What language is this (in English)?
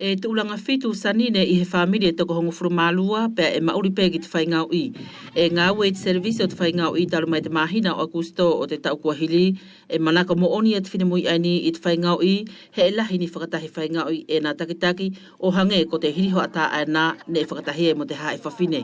Wallisian